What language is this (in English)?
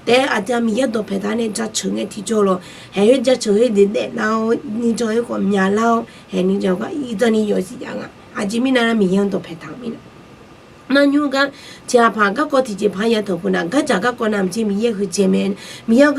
Akha